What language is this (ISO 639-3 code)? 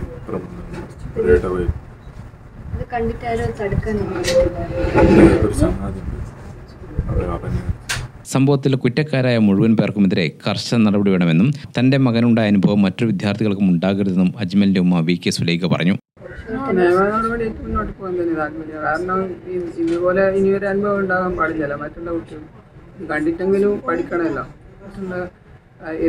mal